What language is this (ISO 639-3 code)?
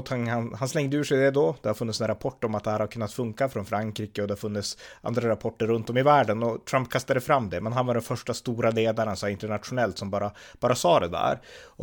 swe